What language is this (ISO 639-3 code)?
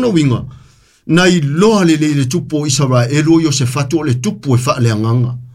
smo